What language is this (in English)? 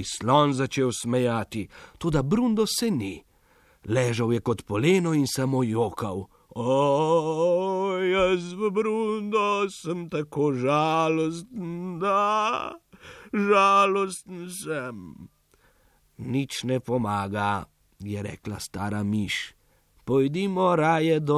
Slovenian